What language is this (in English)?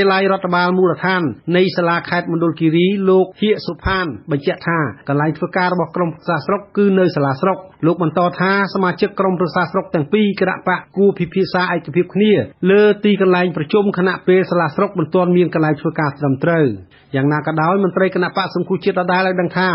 Khmer